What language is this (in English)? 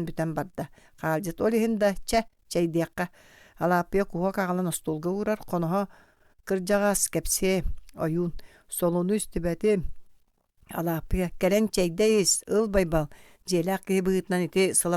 Yakut